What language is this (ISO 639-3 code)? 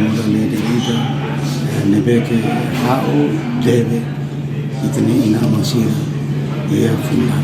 tet